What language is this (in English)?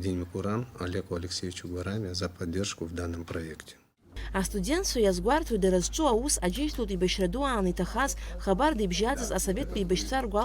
Abkhazian